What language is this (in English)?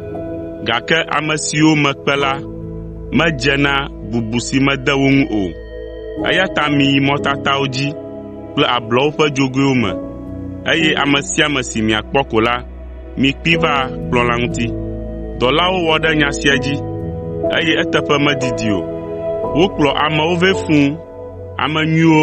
Ewe